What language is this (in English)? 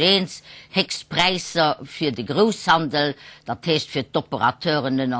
Luxembourgish